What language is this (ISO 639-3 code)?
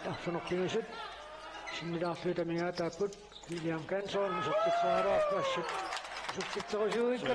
kal